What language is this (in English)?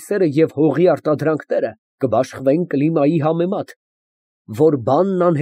Armenian